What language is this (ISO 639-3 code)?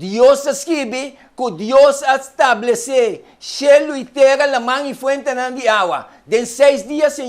pap